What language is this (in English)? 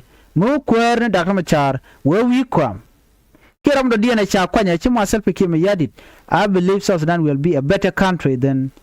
Nuer